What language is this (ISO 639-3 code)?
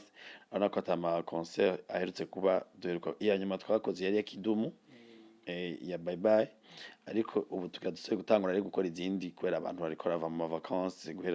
run